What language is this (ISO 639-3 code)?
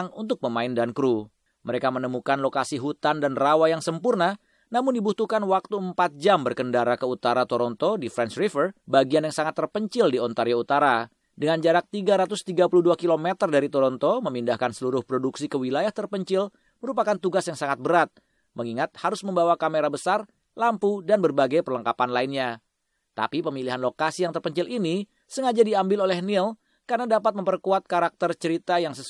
ind